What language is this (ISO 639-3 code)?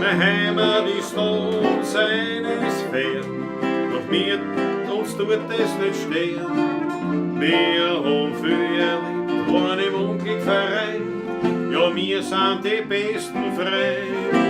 bar